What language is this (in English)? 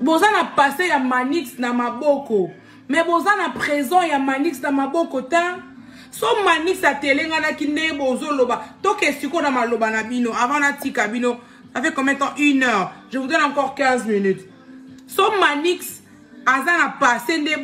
Lingala